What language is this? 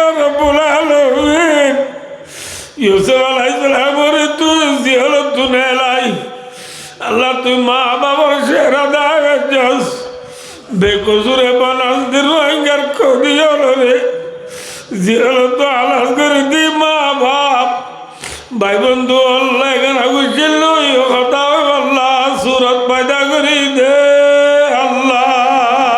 Rohingya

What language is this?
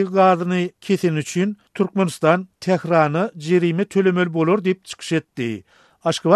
Turkmen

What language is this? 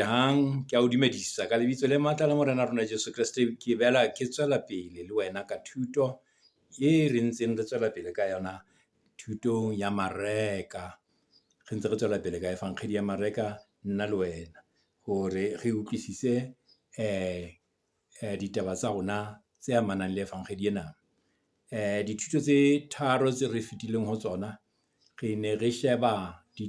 Southern Sotho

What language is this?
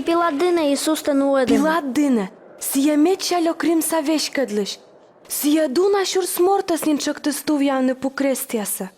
Komi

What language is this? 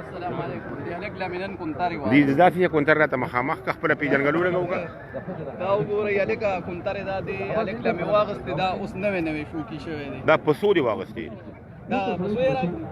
Pashto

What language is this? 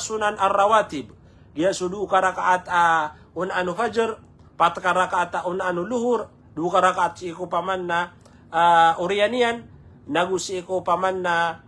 Maranao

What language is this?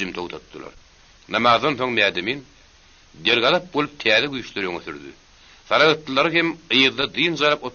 Turkmen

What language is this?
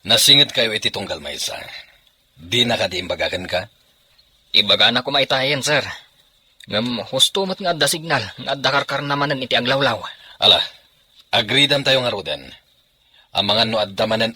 Iloko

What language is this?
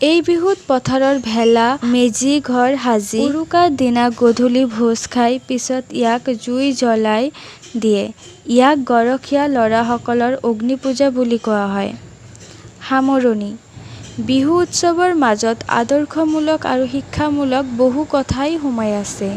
Assamese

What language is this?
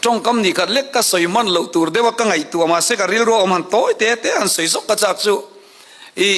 Hakha Chin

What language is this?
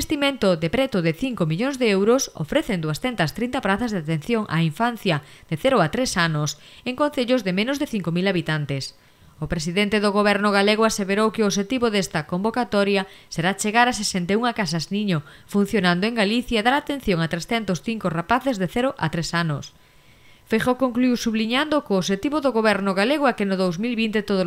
Galician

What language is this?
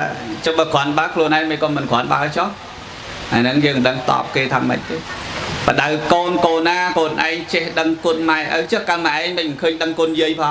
Khmer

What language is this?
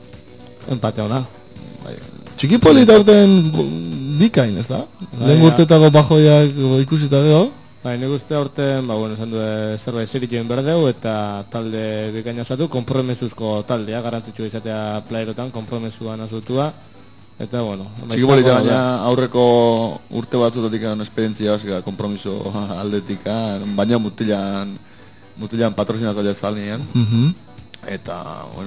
Basque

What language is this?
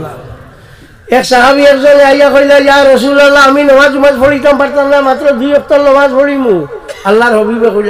Sylheti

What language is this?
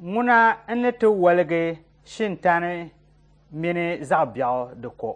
Dagbani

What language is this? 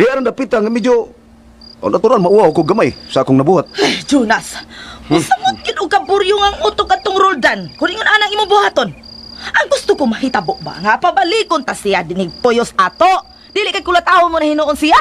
Cebuano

